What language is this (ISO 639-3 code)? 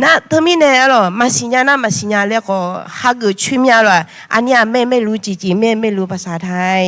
ahk